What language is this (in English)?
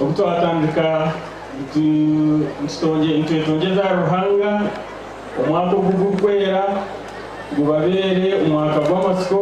Nyankole